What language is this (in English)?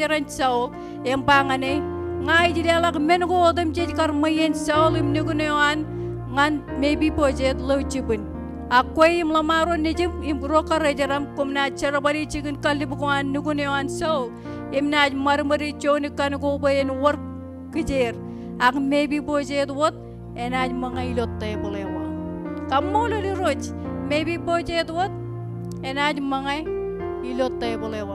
Marshallese